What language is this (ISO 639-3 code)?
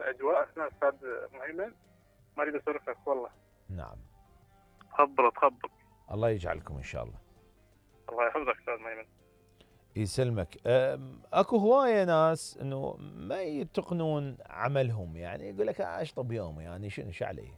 acm